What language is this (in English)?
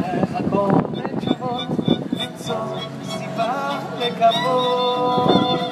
Hebrew